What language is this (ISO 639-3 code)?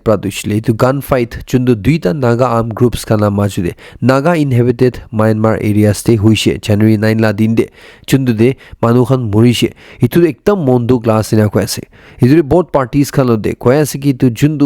nag